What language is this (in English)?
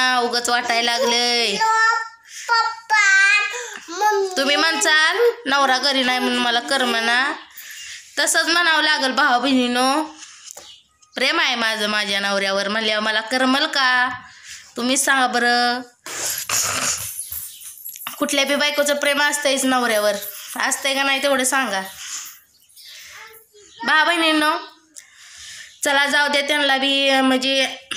Marathi